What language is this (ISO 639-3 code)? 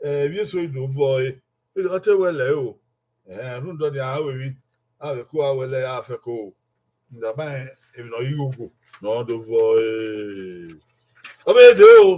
bin